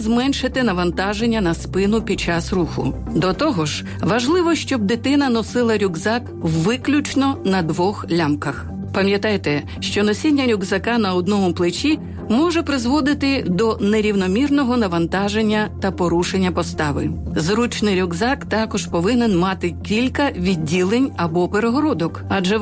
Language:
Ukrainian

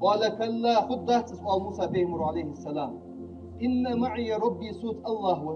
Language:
Ingush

